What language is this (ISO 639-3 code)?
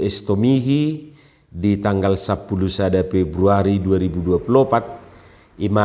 bbc